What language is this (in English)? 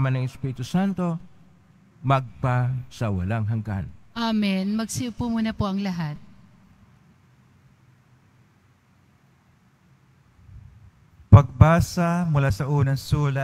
Filipino